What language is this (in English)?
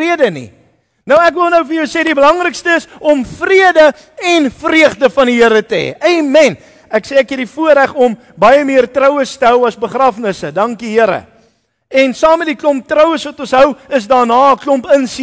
Afrikaans